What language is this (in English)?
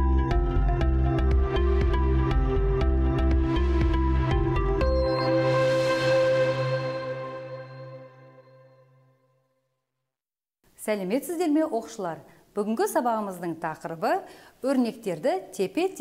Kazakh